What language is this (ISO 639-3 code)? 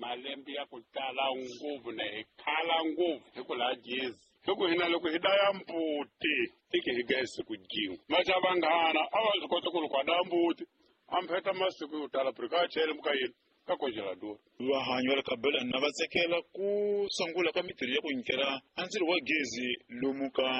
tso